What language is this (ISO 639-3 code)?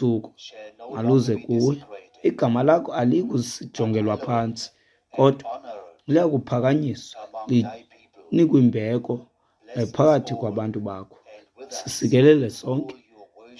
xho